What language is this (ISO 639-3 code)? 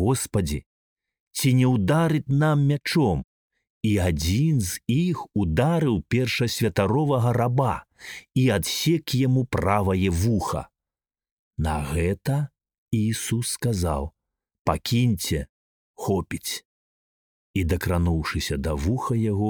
bel